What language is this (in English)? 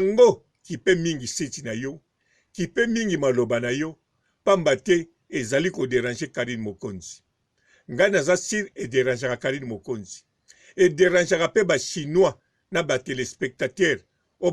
Lingala